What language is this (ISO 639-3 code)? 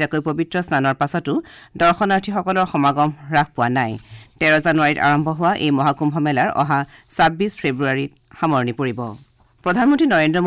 asm